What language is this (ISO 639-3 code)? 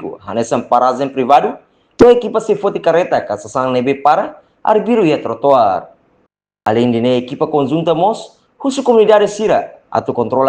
tet